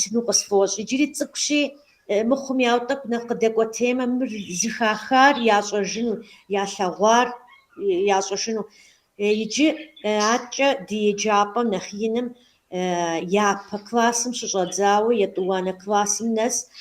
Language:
Kabardian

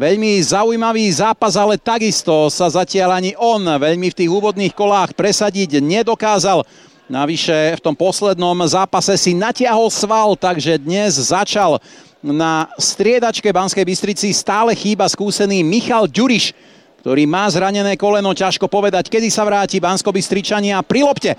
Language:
Slovak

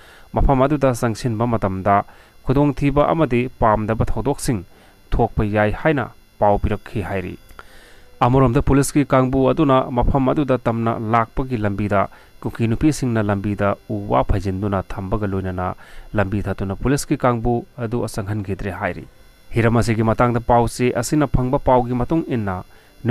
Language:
Manipuri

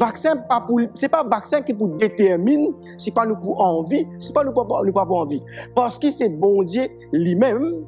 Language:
Morisyen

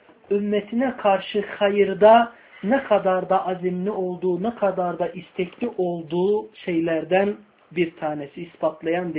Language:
Turkish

